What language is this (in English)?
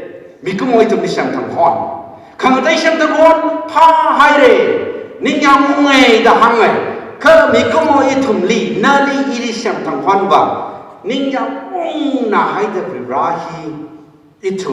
Tangkhul Naga (India)